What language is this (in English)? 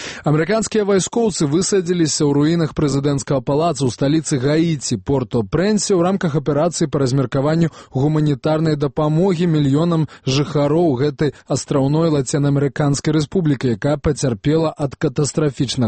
Belarusian